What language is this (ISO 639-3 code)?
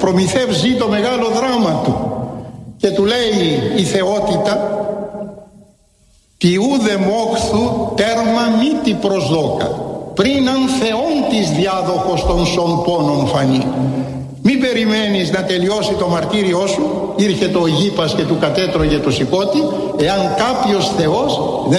ell